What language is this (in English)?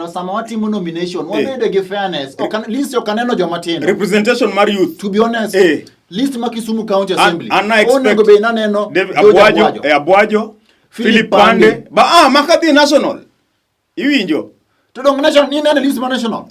Luo (Kenya and Tanzania)